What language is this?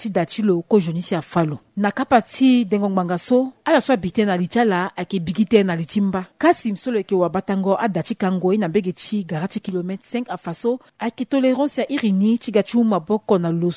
Sango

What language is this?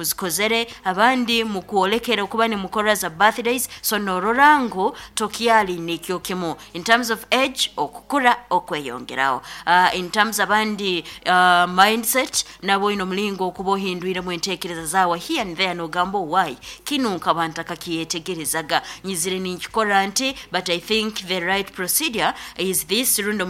Nyankole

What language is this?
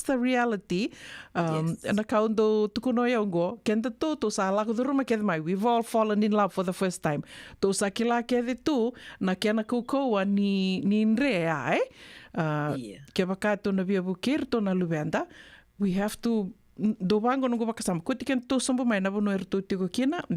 Fijian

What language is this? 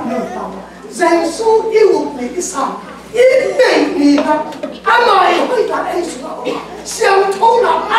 Tedim Chin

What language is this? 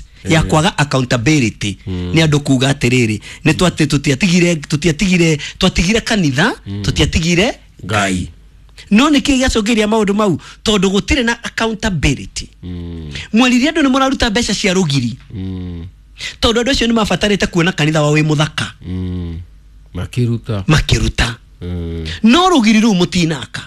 Kikuyu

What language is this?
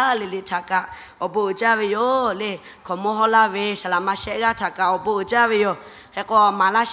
Lahu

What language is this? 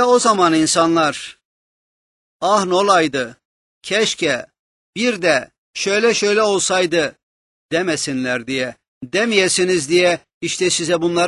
Turkish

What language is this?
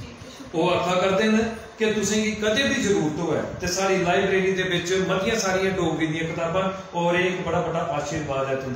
Dogri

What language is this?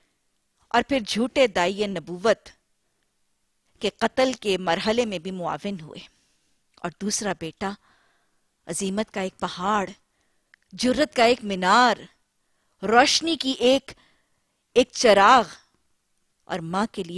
Urdu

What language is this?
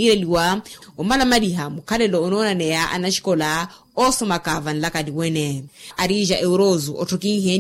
Makhuwa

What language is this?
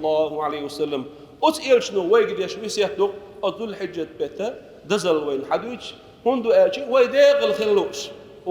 Chechen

